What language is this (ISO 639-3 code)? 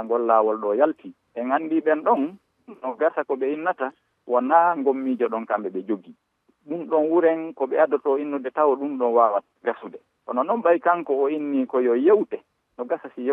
ful